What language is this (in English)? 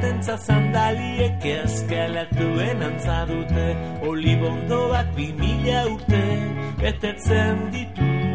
Basque